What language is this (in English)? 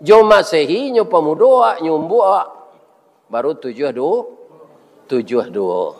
Minangkabau